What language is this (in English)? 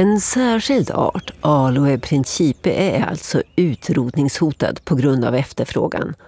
Swedish